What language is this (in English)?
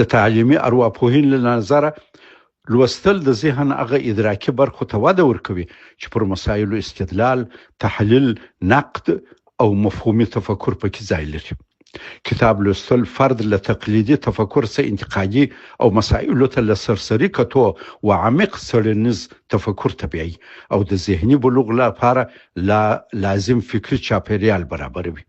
Pashto